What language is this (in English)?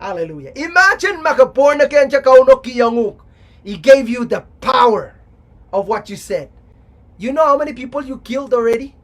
Pohnpeian